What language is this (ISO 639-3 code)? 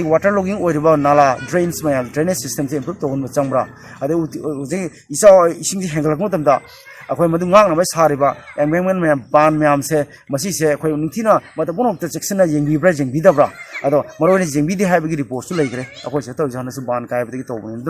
mni